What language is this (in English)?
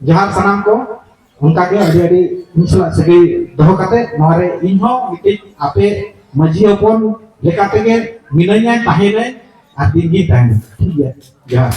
Santali